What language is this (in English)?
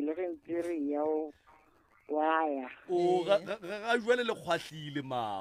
Northern Sotho